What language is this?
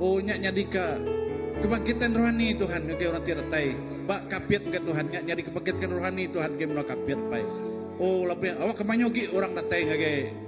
Iban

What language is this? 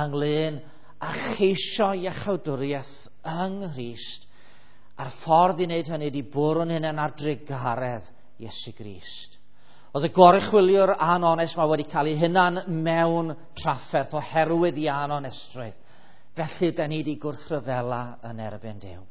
Welsh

